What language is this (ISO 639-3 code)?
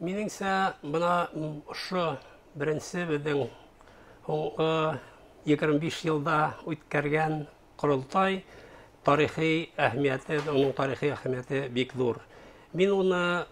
bak